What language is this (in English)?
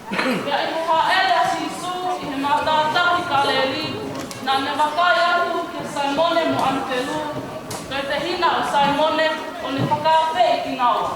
Tongan